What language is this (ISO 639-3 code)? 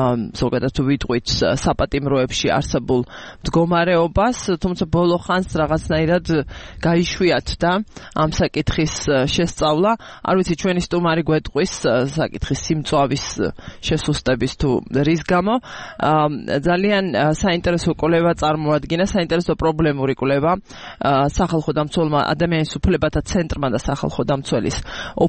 kat